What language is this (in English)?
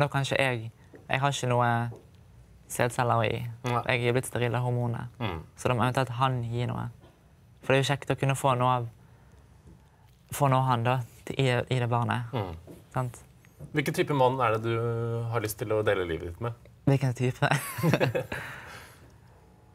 Norwegian